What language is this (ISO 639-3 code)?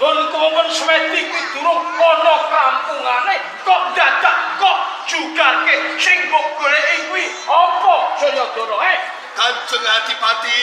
jav